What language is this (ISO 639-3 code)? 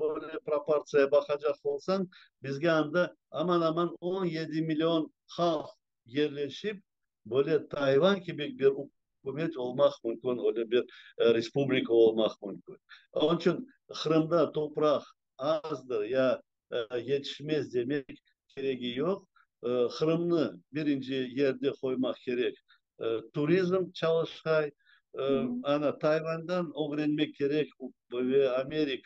crh